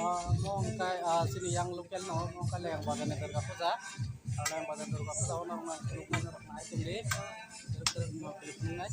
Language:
Kok Borok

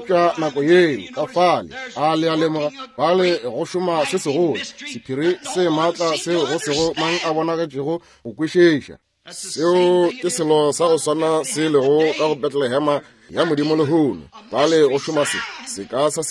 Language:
Northern Sotho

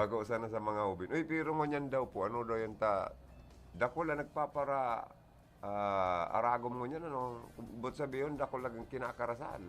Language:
Bikol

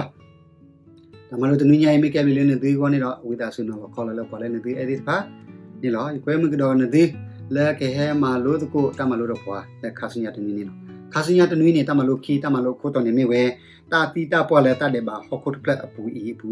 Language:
S'gaw Karen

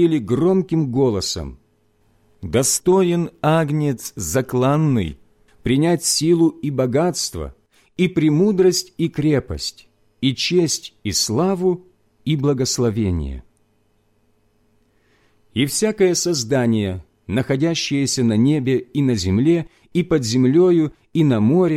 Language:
Russian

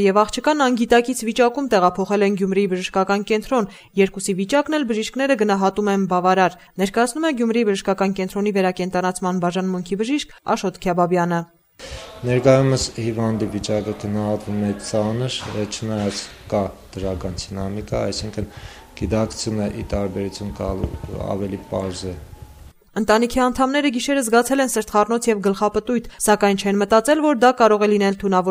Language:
Armenian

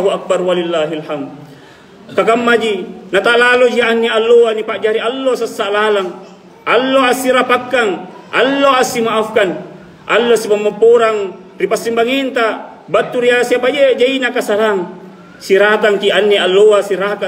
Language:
Makasar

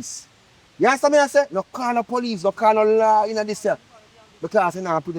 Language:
Jamaican Creole English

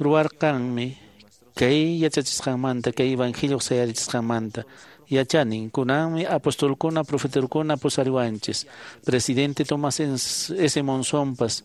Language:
Quechua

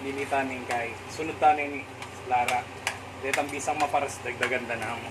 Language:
Pampanga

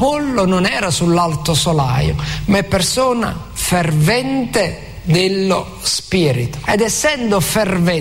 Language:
Italian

